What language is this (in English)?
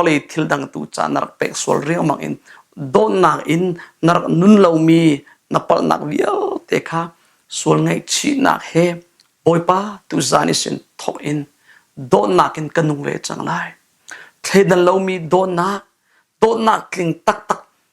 Hakha Chin